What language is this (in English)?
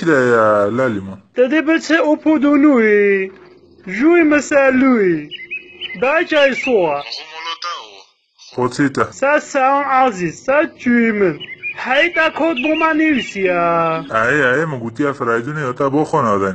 Kurdish